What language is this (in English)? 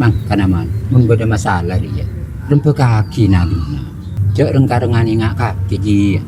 Madurese